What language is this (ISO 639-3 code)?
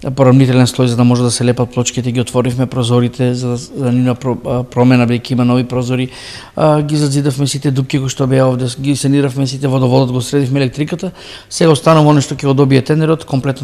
mkd